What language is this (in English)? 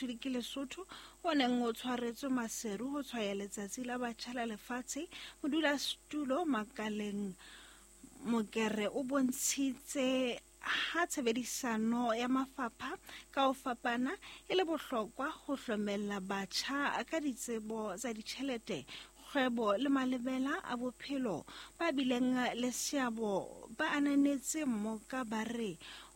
Southern Sotho